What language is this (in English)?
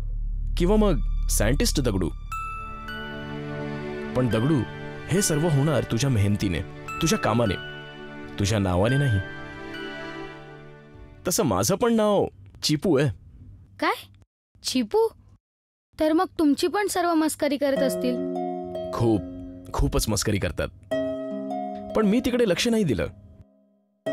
Marathi